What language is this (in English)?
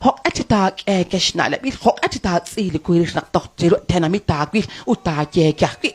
Kekchí